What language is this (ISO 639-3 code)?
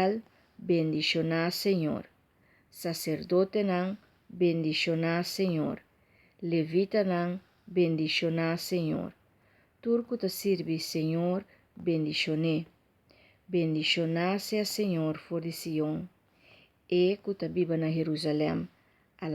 pap